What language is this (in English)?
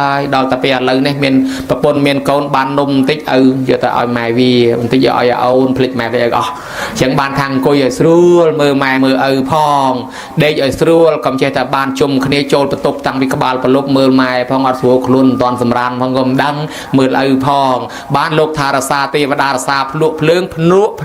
Khmer